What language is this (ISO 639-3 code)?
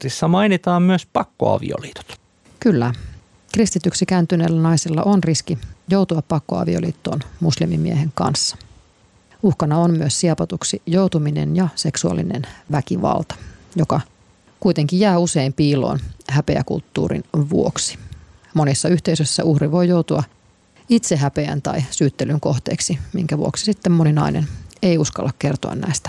fin